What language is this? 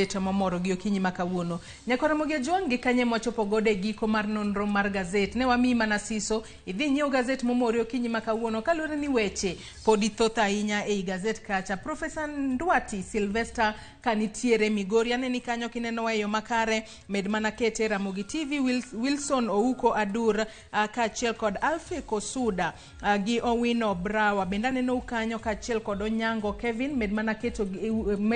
Luo (Kenya and Tanzania)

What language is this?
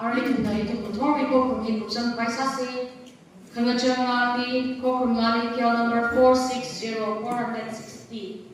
Tangkhul Naga (India)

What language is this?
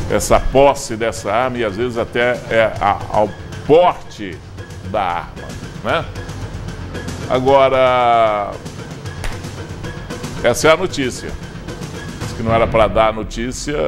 Portuguese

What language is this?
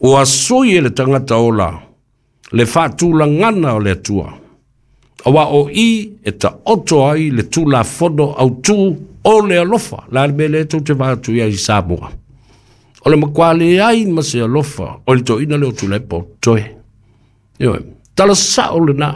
Samoan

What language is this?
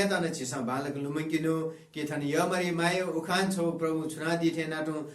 Newari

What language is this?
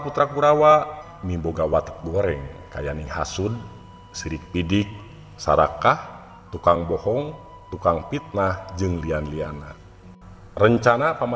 Sundanese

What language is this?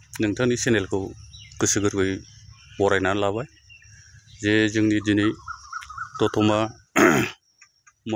Bodo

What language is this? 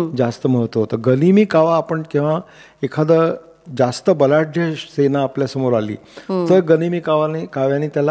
Marathi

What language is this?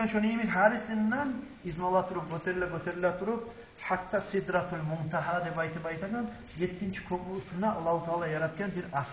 Kumyk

